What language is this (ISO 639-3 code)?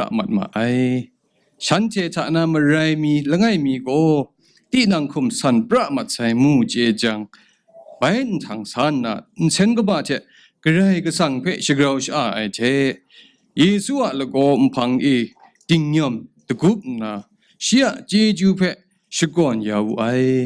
kac